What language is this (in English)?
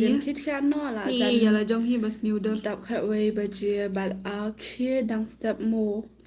Khasi